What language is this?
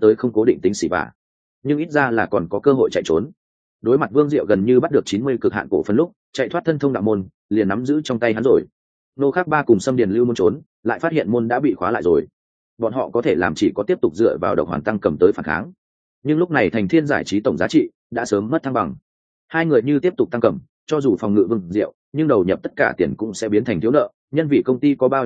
Vietnamese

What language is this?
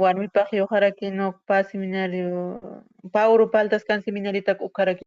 Aymara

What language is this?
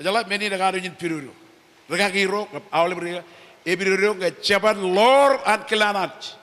Marshallese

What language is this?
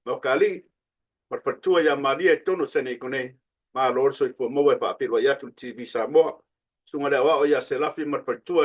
Samoan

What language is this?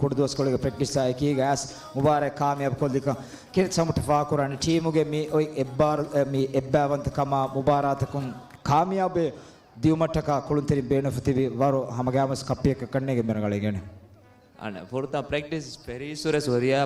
Divehi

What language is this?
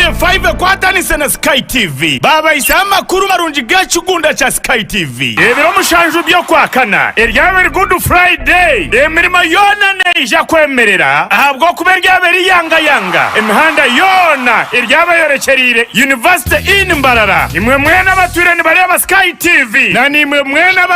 Nyankole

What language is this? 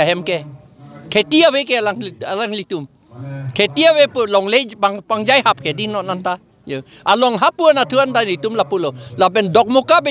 Karbi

